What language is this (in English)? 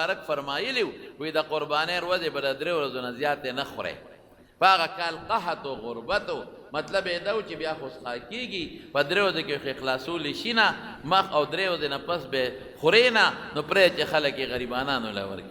Pashto